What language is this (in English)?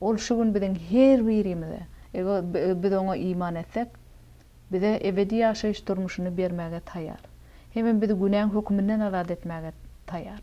Turkmen